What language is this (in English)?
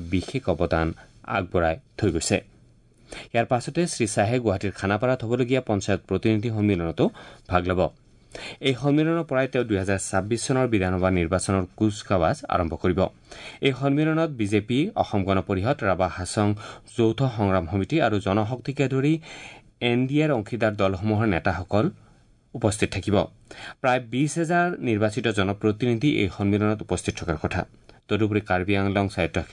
Assamese